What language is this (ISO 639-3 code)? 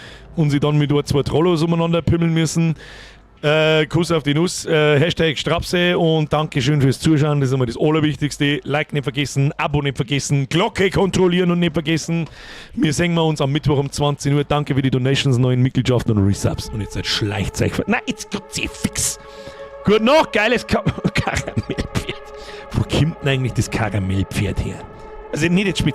bar